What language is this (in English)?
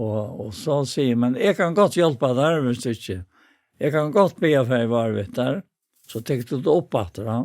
Faroese